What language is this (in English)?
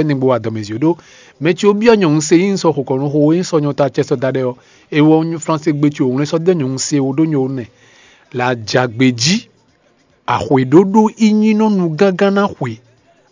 Fon